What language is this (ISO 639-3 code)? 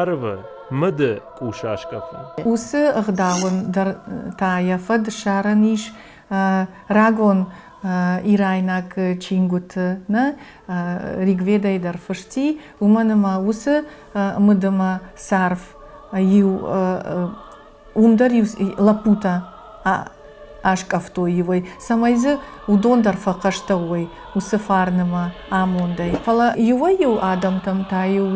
oss